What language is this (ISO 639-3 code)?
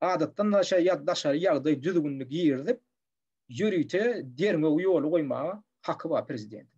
tuk